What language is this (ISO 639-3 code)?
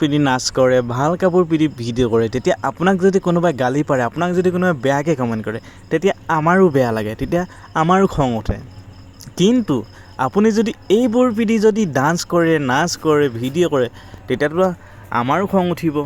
asm